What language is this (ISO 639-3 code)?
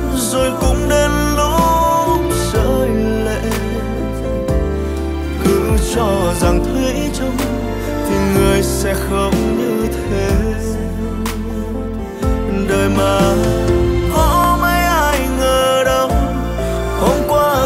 vie